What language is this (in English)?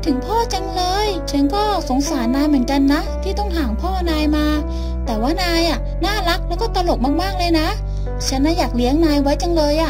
Thai